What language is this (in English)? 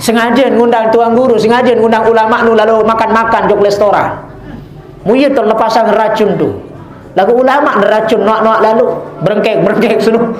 Sasak